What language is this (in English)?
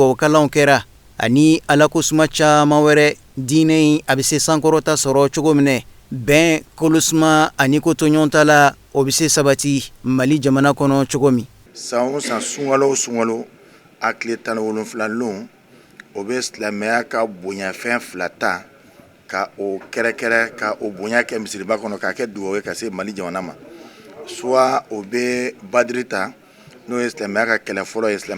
Bambara